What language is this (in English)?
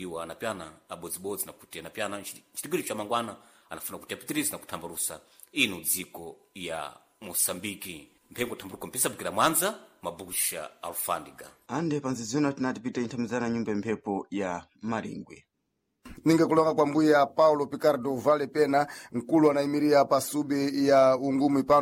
Sena